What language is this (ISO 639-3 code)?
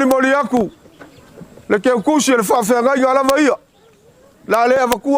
smo